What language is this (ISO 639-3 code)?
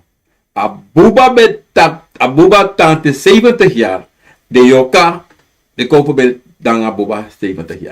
srn